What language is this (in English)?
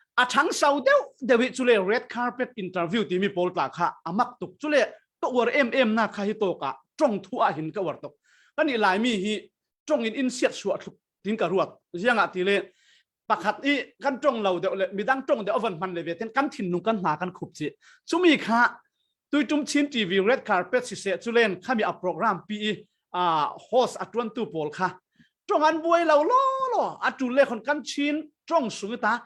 Falam Chin